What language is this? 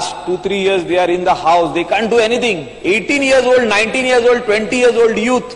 Konkani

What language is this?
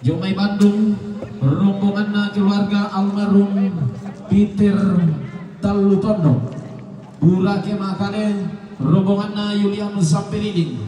Toraja-Sa'dan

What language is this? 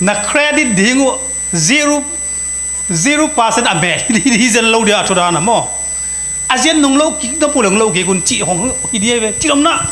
Tedim Chin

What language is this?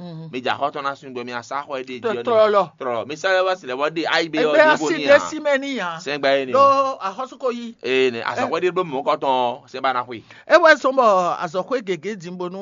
Fon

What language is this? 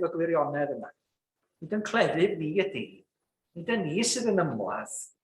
Welsh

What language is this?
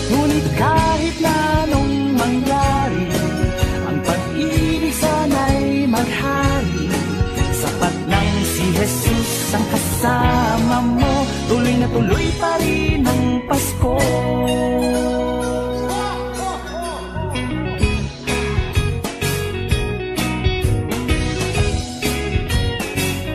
Filipino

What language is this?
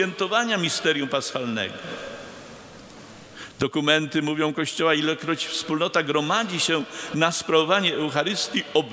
Polish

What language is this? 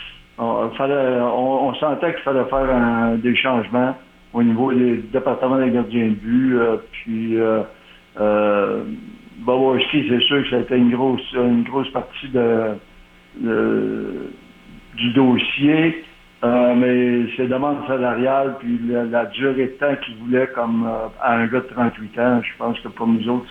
French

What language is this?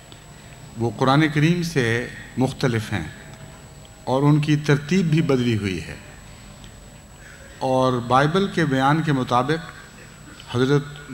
Urdu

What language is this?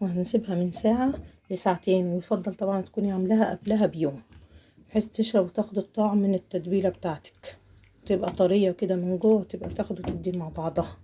Egyptian Arabic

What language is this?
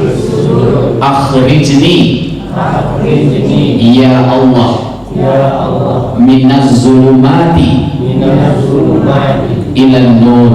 Minangkabau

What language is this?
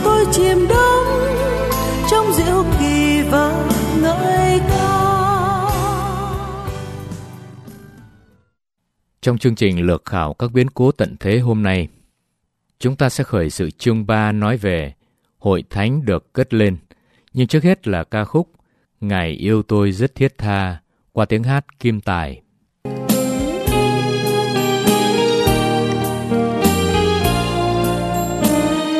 Vietnamese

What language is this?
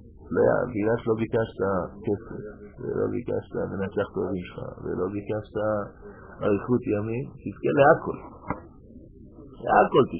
Hebrew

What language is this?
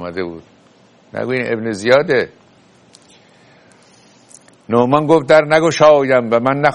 Persian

